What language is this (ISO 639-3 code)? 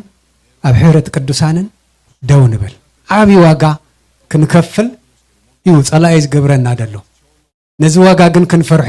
tir